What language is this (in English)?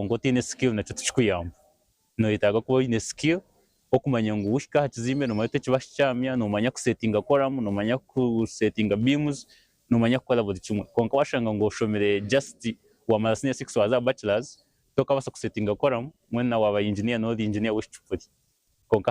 Nyankole